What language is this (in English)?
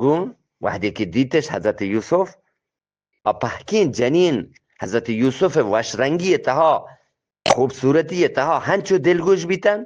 Eastern Balochi